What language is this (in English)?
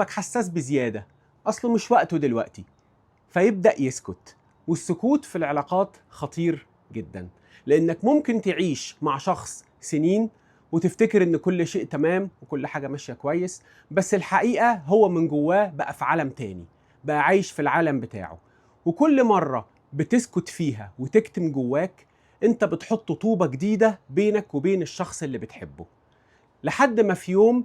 Egyptian Arabic